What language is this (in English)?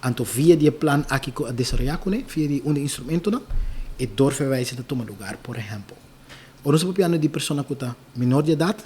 Papiamento